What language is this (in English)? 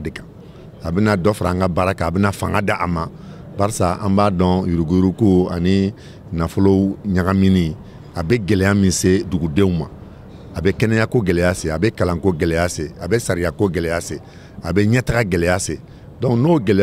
Bambara